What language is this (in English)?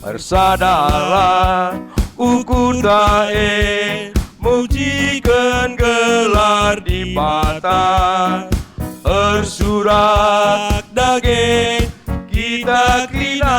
Batak Karo